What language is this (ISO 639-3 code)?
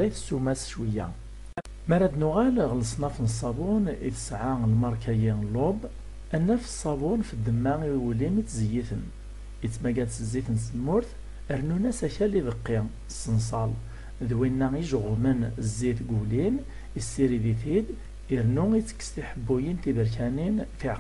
kab